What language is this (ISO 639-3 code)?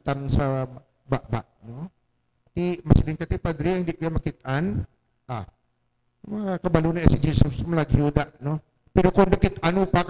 hil